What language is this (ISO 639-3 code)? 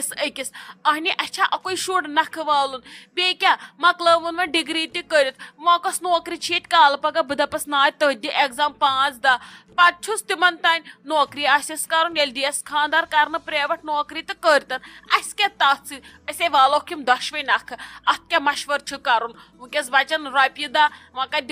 kas